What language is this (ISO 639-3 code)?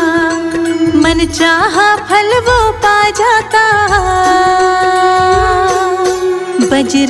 hin